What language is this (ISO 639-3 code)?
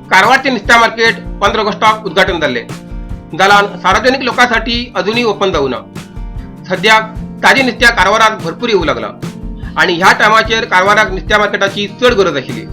kok